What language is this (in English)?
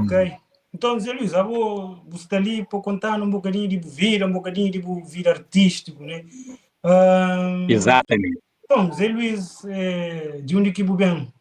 Kabuverdianu